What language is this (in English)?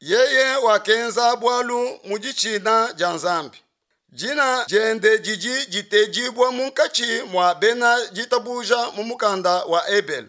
Luba-Lulua